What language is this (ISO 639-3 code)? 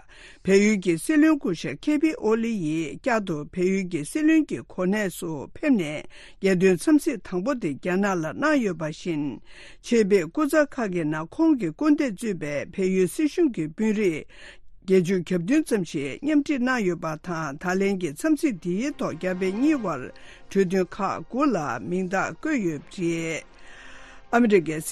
bod